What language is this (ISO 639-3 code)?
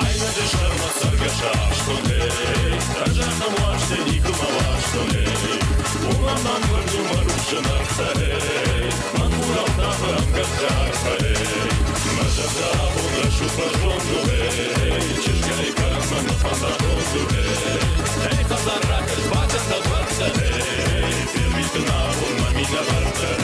oss